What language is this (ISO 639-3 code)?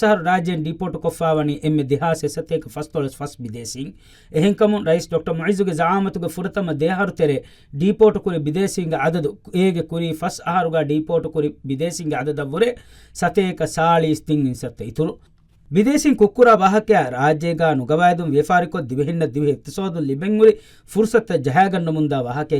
div